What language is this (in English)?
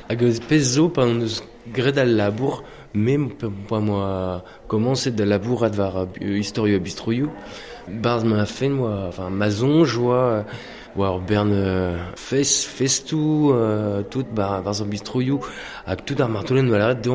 Breton